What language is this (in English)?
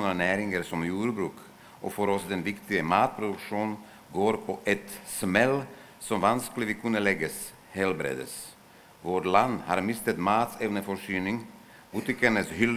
Norwegian